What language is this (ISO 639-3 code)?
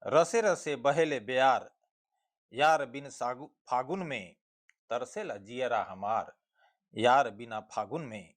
bho